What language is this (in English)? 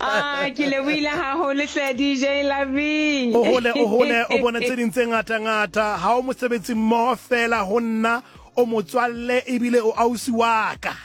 Southern Sotho